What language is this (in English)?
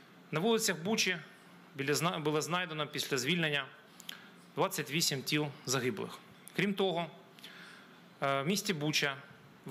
Ukrainian